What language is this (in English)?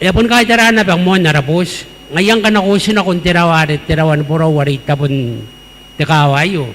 Gilbertese